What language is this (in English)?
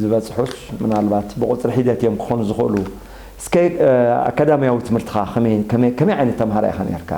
Tigrinya